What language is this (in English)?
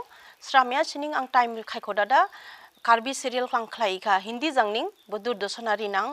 Dimasa